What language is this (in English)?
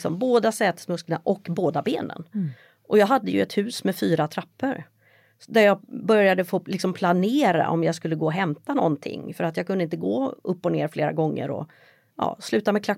Swedish